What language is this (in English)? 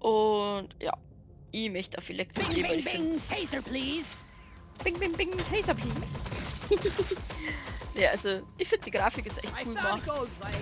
Bavarian